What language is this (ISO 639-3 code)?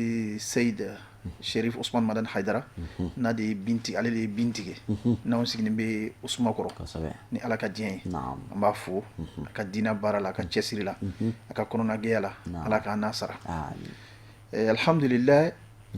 bam